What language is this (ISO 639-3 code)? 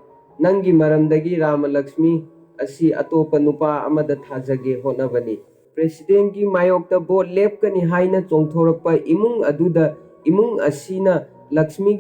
mni